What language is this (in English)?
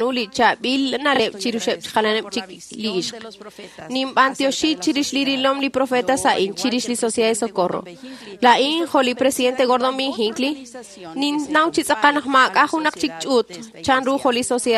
Kekchí